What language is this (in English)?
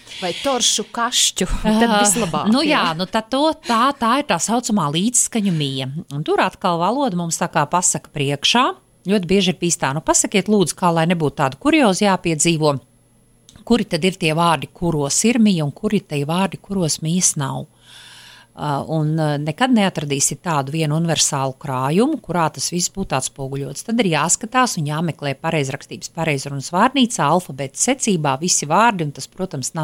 Latvian